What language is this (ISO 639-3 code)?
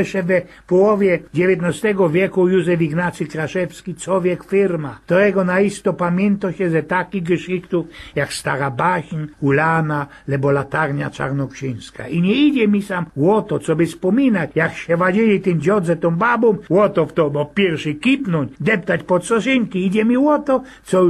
szl